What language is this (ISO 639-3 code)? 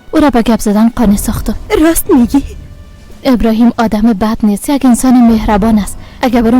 fas